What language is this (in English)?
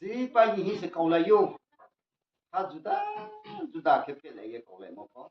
Riang (India)